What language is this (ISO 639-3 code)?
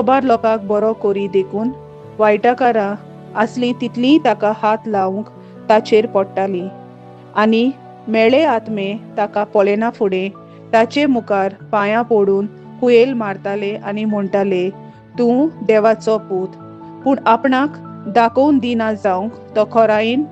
kok